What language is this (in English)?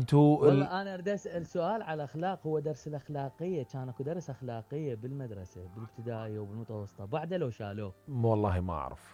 Mesopotamian Arabic